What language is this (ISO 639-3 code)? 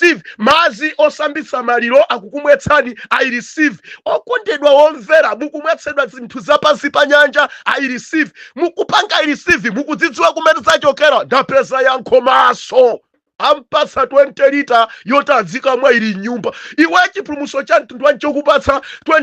nya